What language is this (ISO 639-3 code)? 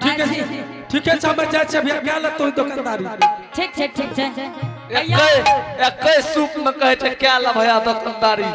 anp